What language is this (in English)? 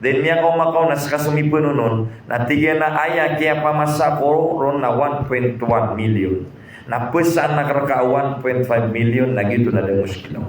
Maranao